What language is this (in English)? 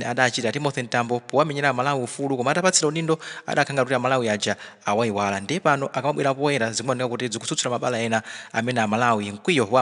Nyanja